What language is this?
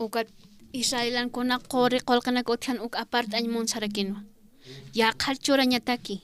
Aymara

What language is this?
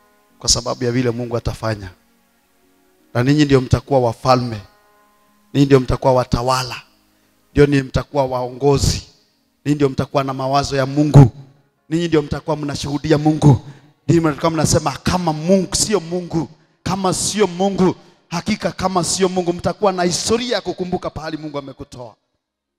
Swahili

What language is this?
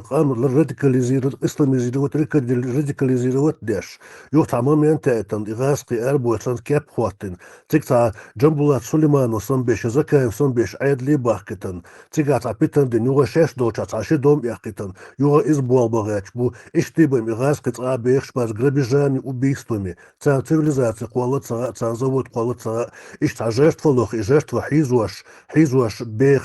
Chechen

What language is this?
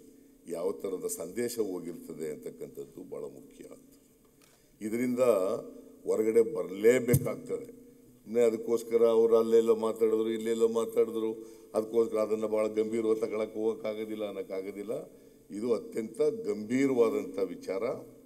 Kannada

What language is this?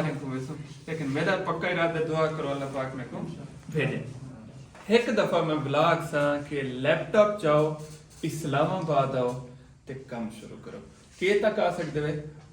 Saraiki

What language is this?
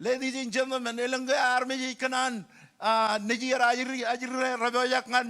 Marshallese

